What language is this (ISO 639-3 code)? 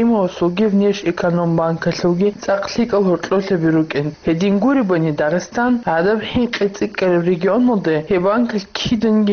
ava